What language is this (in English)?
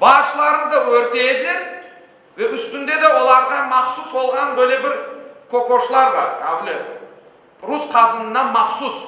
Crimean Tatar